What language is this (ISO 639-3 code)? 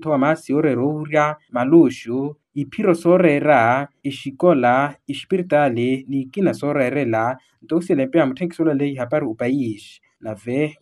vmw